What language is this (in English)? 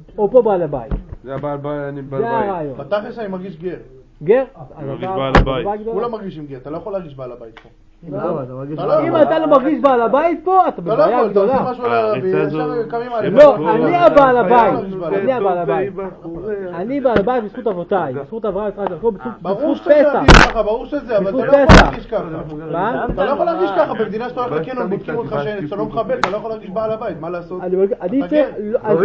Hebrew